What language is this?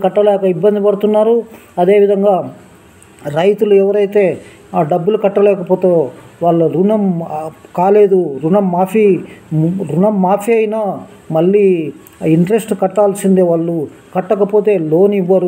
Telugu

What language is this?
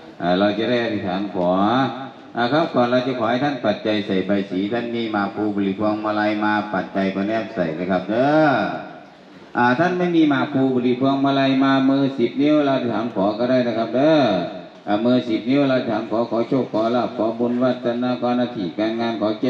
Thai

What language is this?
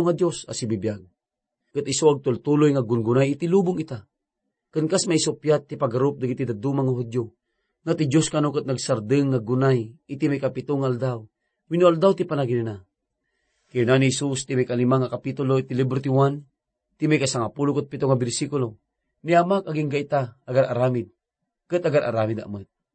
Iloko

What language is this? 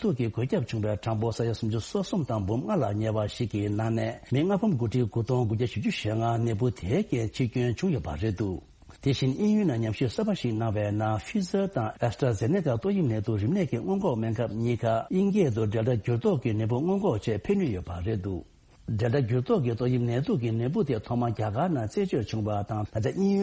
Tibetan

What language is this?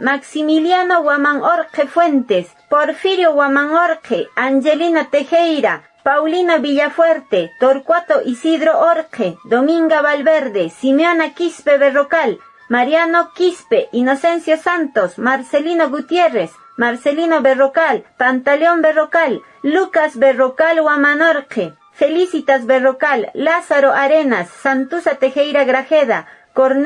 Quechua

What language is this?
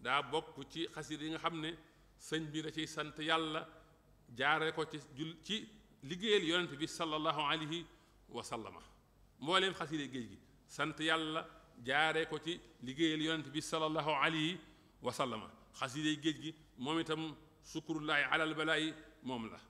Wolof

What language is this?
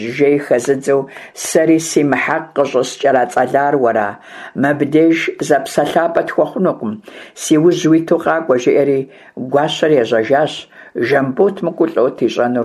Kabardian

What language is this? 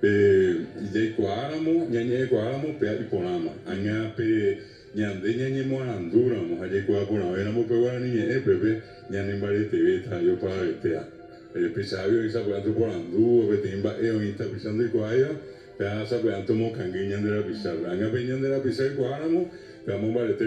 Guarani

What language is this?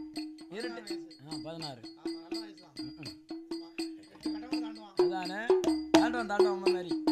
Tamil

